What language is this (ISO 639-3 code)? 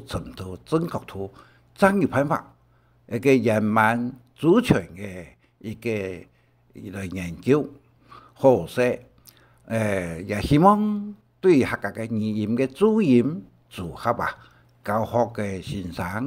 hak